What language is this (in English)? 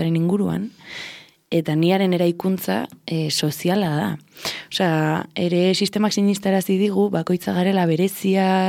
Basque